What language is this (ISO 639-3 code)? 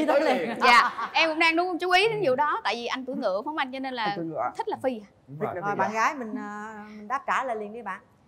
vie